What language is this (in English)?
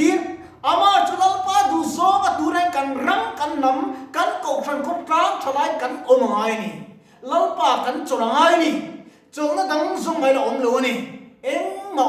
Mizo